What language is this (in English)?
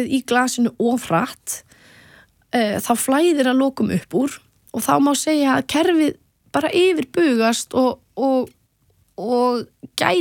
Icelandic